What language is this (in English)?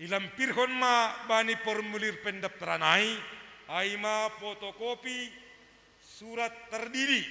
Batak Simalungun